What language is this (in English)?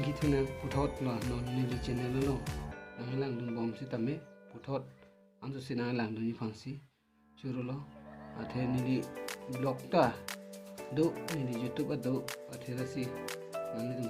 Karbi